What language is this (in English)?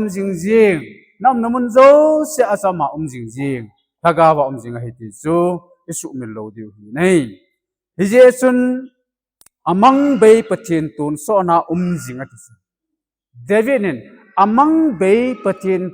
Thado Chin